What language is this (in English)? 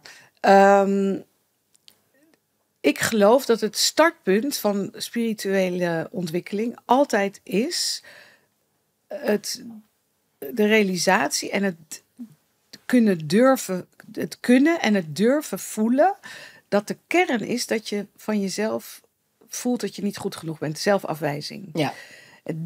Dutch